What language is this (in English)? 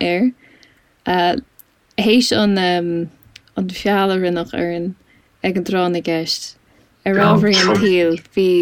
Irish